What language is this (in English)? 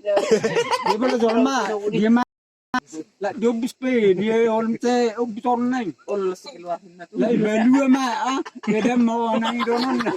Batak Toba